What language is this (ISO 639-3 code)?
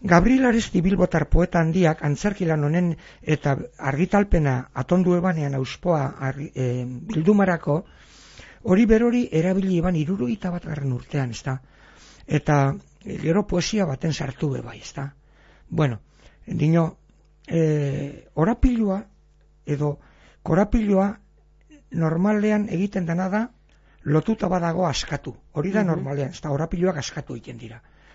eus